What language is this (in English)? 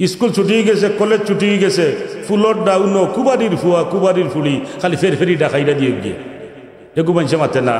Sylheti